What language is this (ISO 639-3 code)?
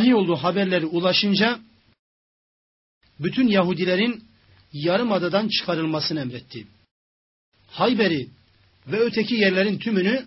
tur